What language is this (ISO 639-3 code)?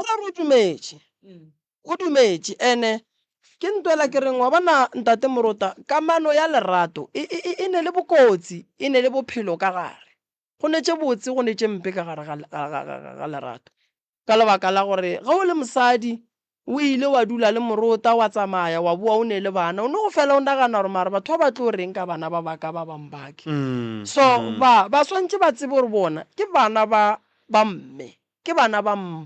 nso